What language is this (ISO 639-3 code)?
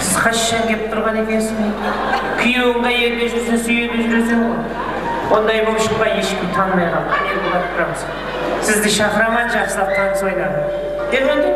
kaa